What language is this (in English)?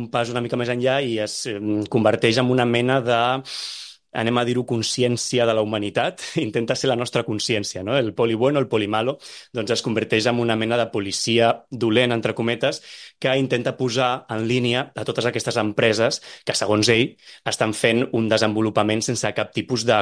Catalan